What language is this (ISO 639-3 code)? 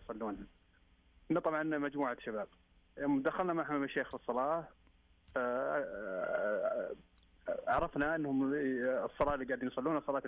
ars